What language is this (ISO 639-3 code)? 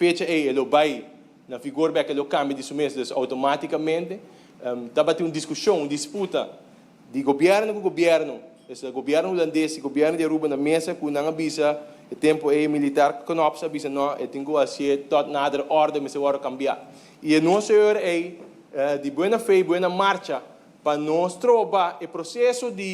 pap